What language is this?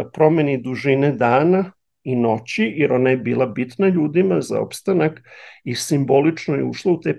Serbian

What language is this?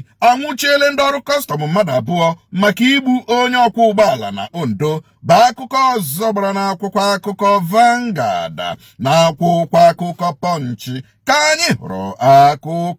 Igbo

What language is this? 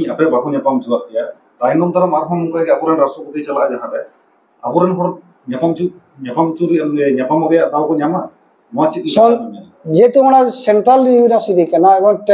Santali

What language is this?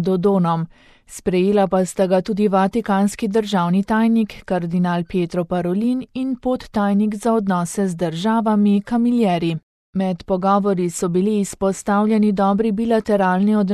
Slovenian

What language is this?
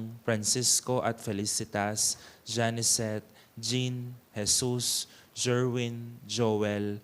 Pampanga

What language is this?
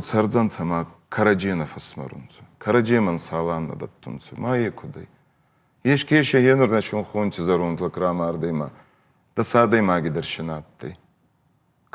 Ossetic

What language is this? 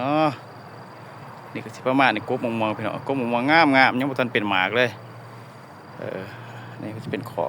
Lao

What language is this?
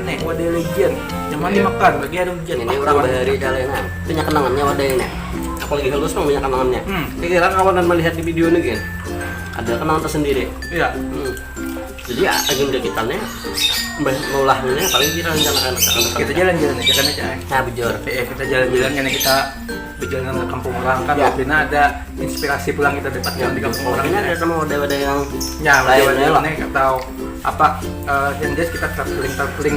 Banjar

